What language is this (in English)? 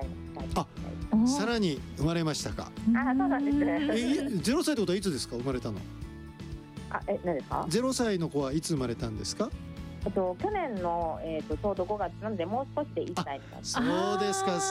Japanese